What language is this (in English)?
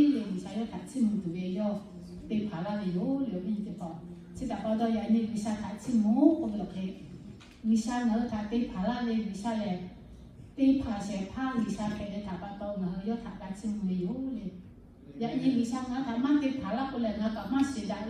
Lahu